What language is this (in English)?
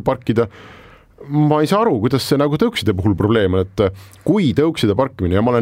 Estonian